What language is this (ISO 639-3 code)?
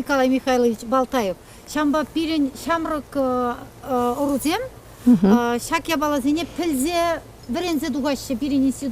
chv